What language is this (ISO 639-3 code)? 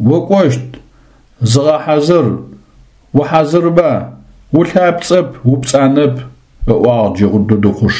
ady